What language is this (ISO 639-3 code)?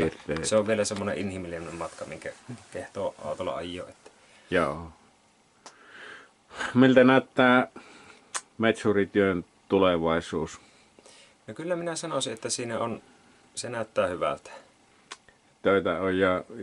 fin